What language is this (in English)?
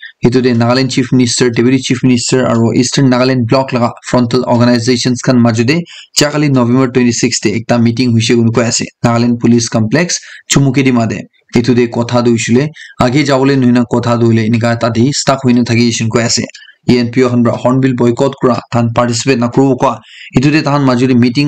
Naga Pidgin